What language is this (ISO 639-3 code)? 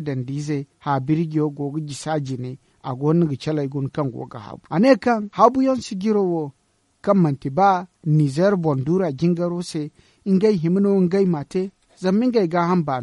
dje